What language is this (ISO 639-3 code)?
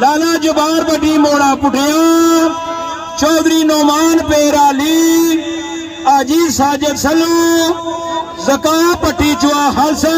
phr